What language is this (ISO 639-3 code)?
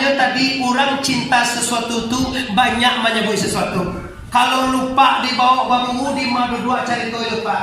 min